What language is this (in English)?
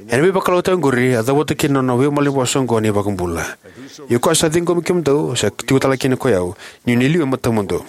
Fijian